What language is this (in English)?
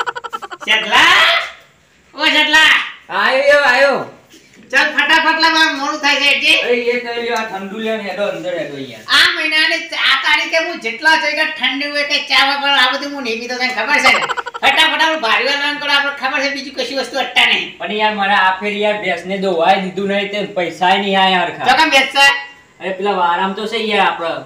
Gujarati